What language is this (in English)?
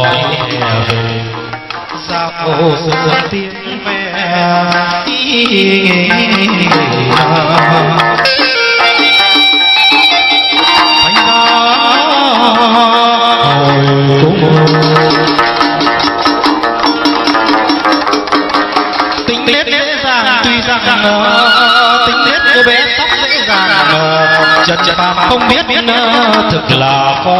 Vietnamese